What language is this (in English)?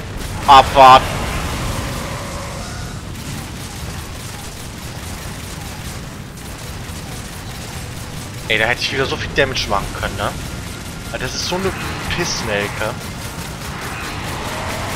German